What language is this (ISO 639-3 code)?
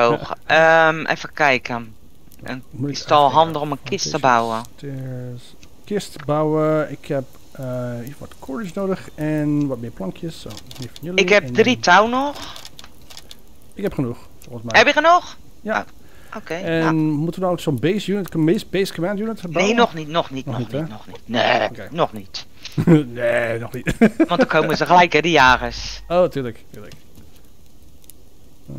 nld